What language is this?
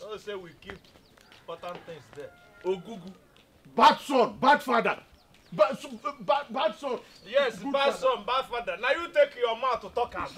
Nigerian Pidgin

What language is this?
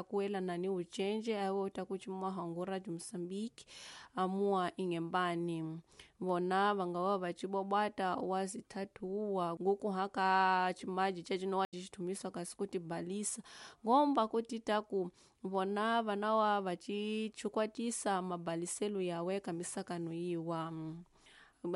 Tsonga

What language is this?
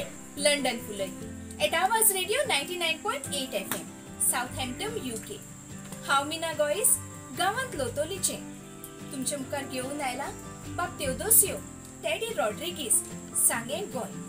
Konkani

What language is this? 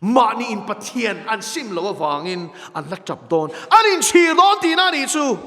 Mizo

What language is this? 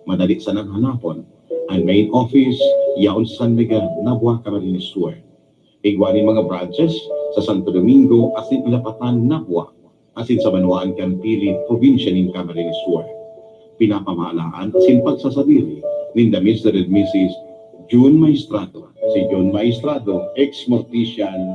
Bikol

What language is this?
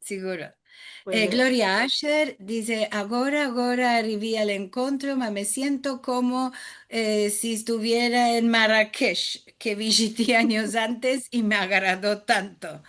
Ladino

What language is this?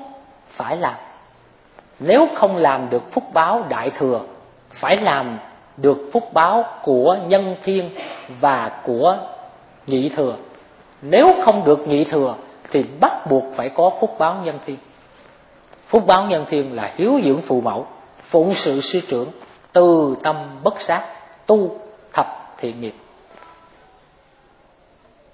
Vietnamese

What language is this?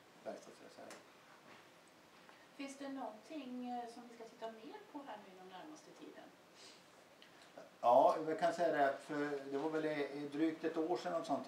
Swedish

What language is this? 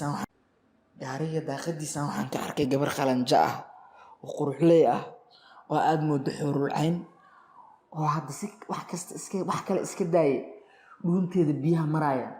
Somali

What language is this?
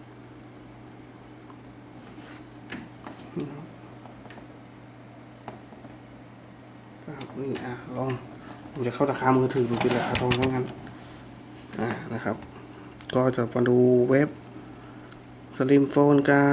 Thai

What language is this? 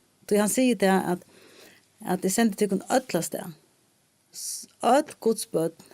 Faroese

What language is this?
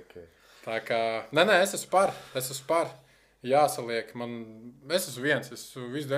Latvian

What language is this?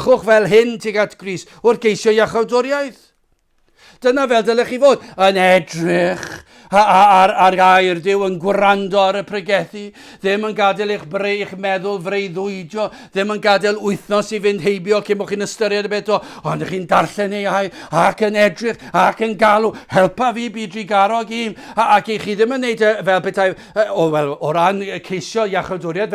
Welsh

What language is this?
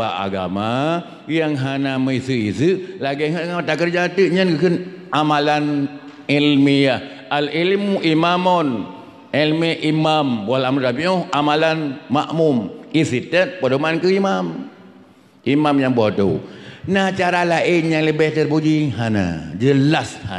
Achinese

